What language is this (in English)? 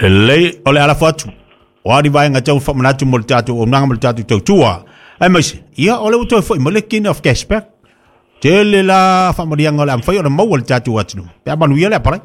Samoan